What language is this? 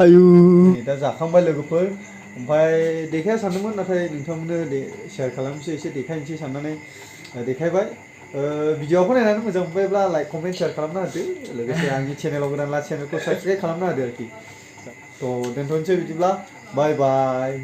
Bodo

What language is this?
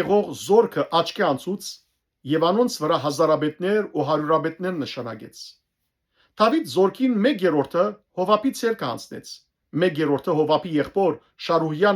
Western Armenian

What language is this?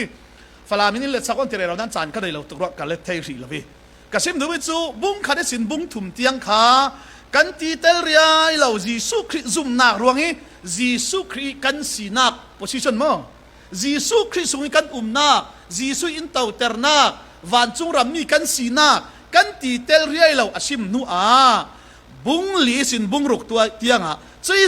Falam Chin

